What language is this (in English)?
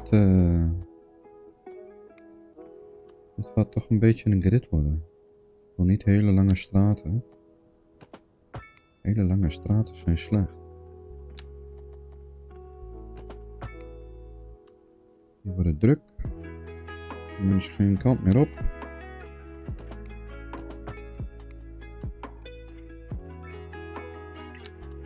Dutch